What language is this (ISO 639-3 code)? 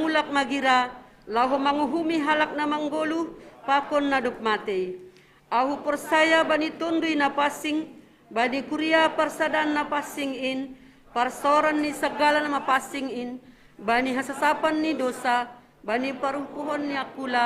bts